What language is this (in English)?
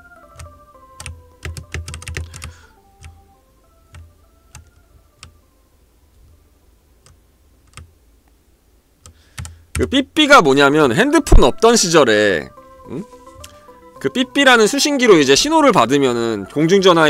Korean